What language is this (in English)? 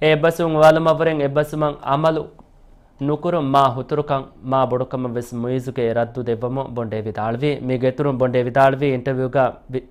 Divehi